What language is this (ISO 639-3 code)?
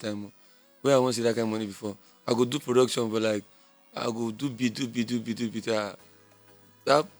pcm